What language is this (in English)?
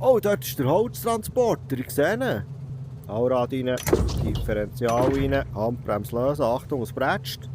Swiss German